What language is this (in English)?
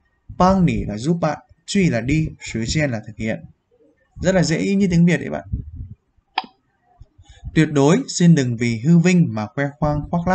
Vietnamese